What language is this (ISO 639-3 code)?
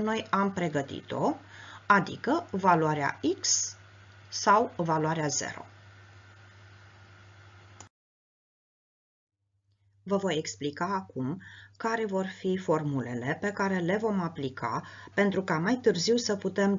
ron